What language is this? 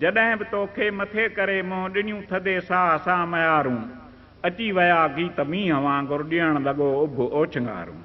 Sindhi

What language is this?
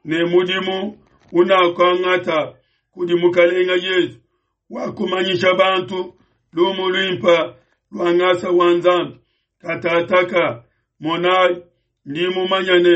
Luba-Lulua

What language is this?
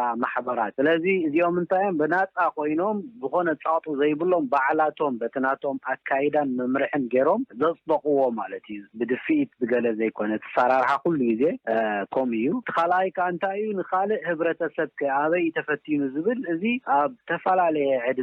Tigrinya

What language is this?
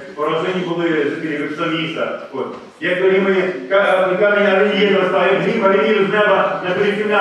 Ukrainian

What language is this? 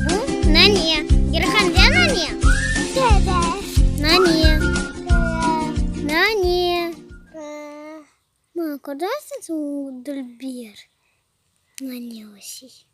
Crimean Tatar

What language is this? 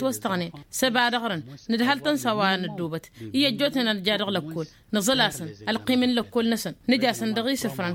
Tamasheq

